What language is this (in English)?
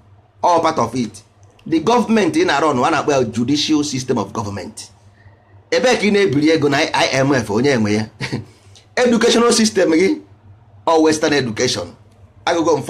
Igbo